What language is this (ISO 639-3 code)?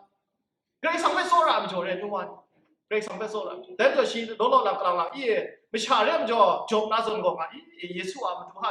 kac